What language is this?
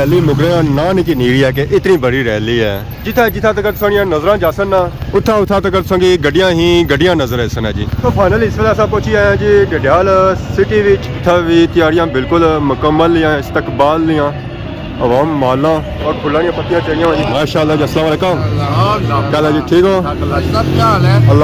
Pahari-Potwari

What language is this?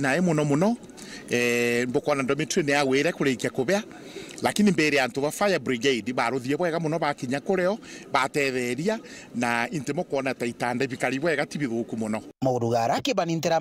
Meru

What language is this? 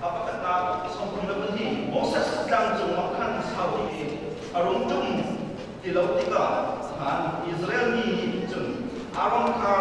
Hakha Chin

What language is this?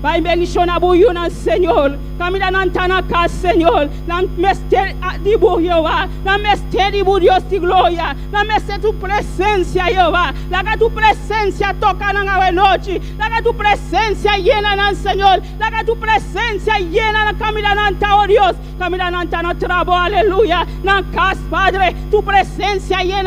Papiamento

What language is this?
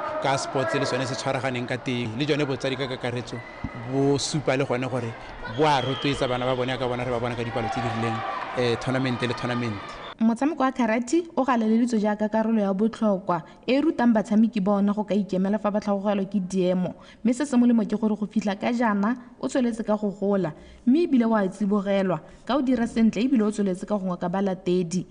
Tswana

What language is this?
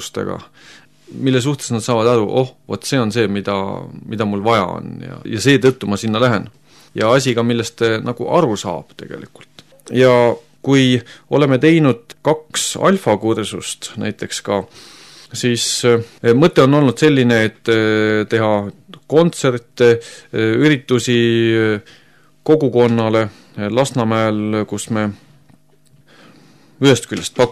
Estonian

